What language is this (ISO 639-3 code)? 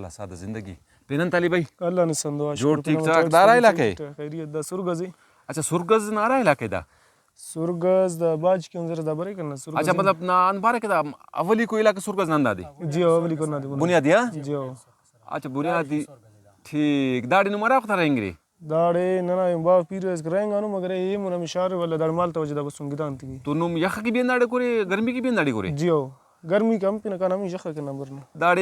brh